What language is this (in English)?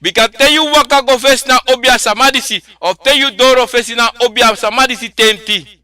Sranan Tongo